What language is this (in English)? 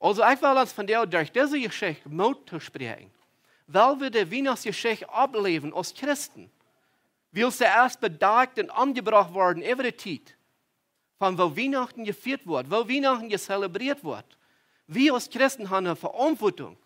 Plautdietsch